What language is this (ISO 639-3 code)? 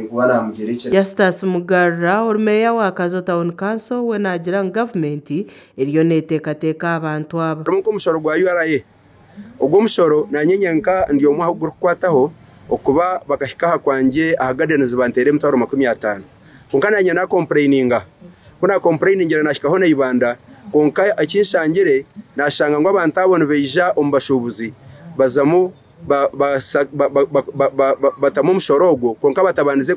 nyn